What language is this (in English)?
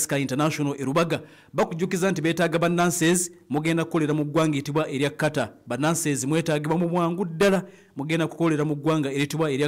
Ganda